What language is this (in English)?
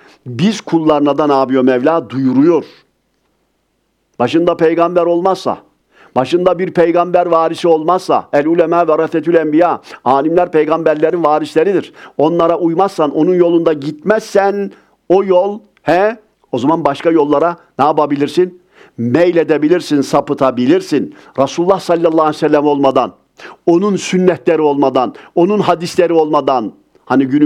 Turkish